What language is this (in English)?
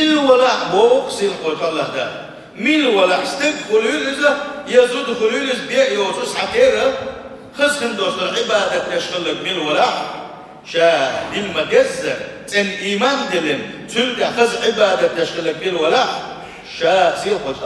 Chechen